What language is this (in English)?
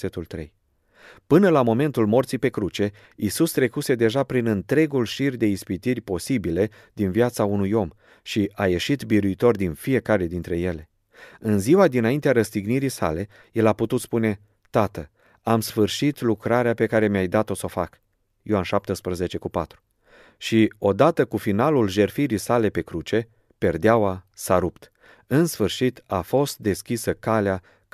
Romanian